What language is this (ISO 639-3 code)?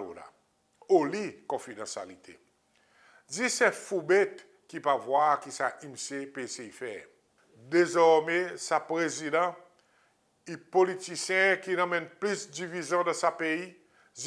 crs